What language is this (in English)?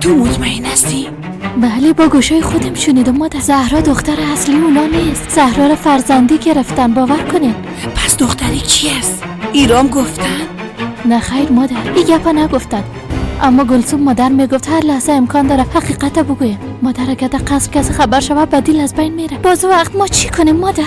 Persian